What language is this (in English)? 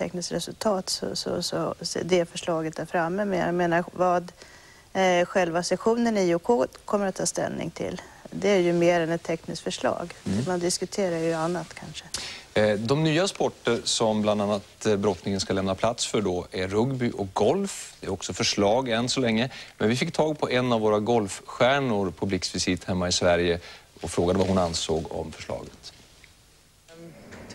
Swedish